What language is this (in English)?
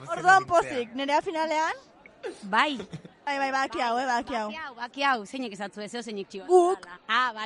Basque